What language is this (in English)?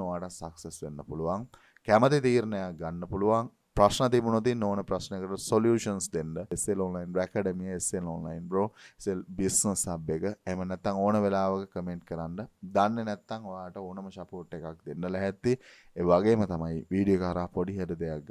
Sinhala